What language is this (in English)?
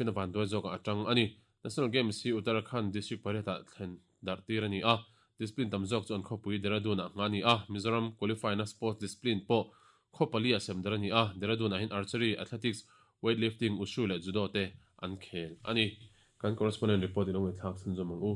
Mizo